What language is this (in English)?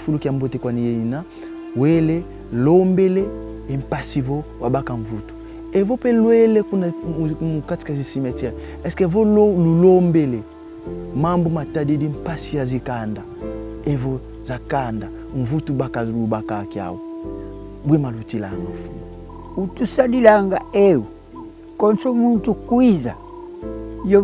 Kongo